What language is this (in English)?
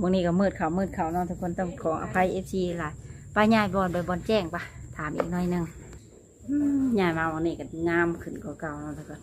Lao